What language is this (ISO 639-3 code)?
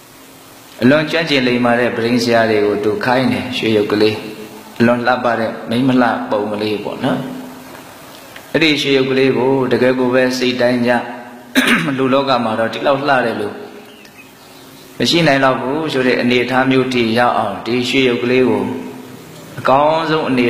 mya